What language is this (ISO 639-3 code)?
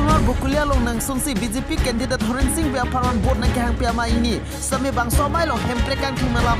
mjw